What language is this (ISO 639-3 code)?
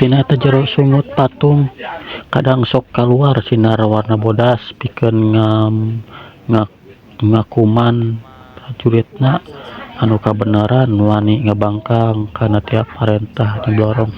sun